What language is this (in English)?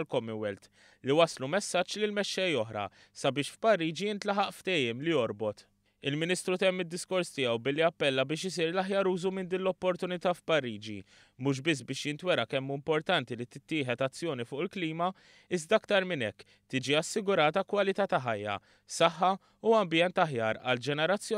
Maltese